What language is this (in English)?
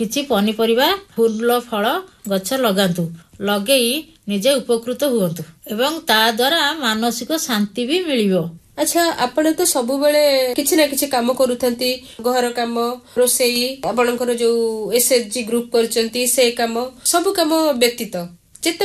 Odia